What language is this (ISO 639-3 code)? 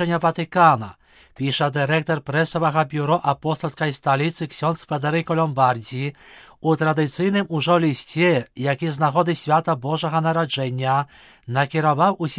bel